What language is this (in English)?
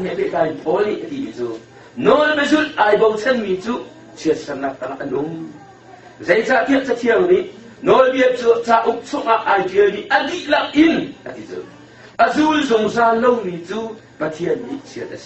Hakha Chin